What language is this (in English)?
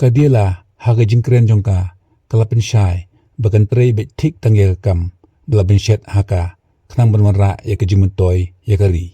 Khasi